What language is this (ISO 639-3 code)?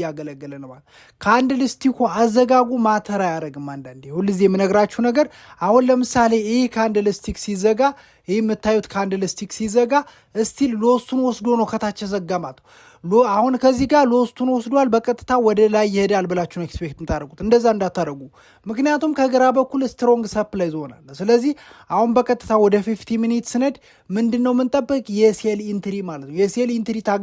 amh